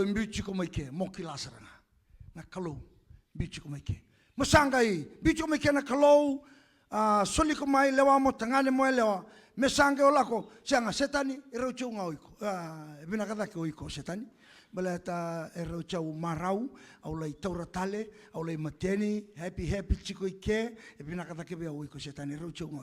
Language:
Fijian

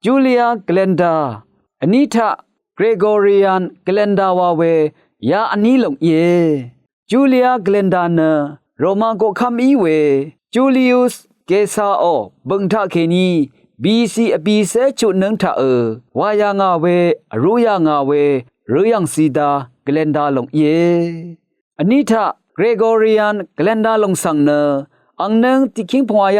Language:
Rawang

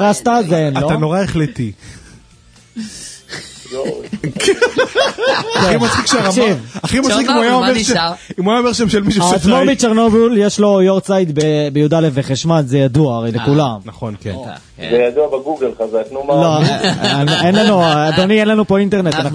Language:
Hebrew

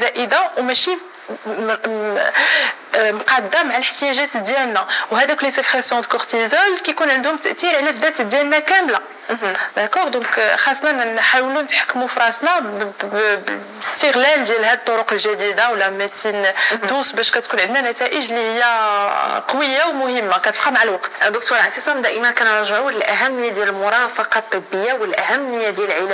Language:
Moroccan Arabic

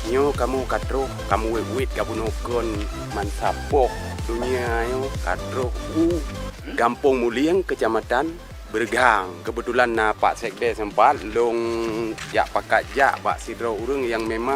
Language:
Achinese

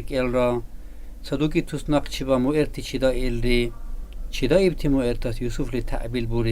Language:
Dargwa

